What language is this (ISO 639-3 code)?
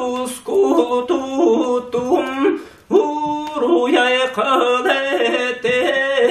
sah